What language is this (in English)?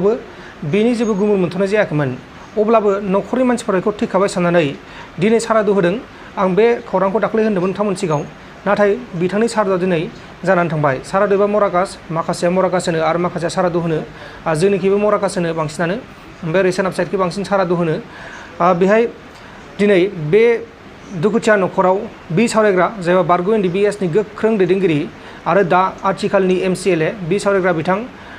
Bodo